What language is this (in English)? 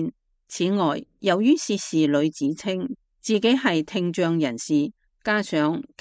Cantonese